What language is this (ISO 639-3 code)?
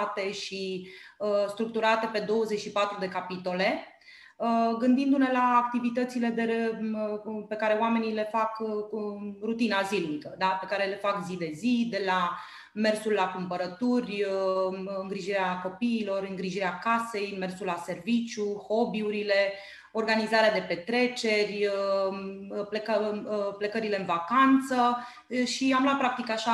ron